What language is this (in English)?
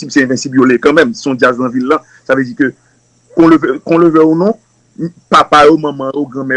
Haitian Creole